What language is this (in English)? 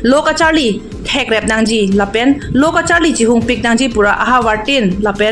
Karbi